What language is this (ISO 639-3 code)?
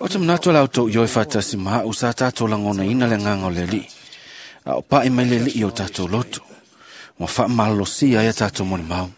smo